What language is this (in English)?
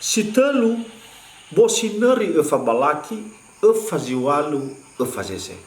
Nias